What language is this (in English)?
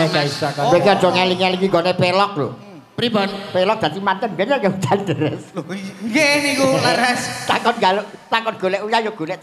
Javanese